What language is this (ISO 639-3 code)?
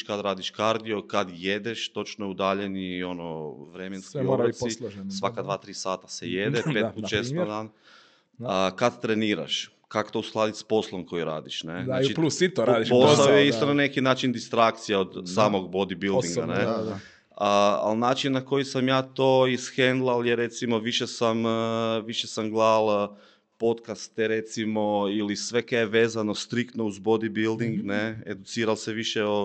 hrv